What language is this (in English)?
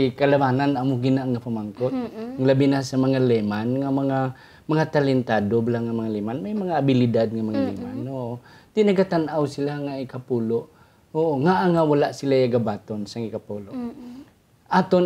Hiligaynon